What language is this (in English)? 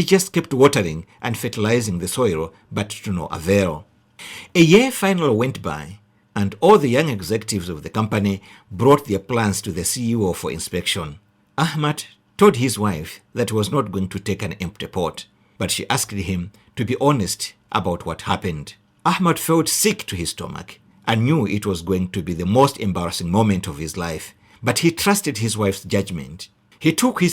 English